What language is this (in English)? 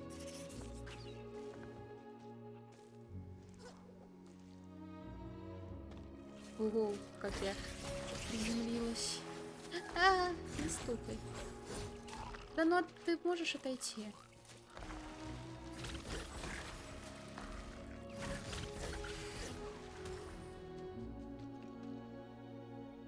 Russian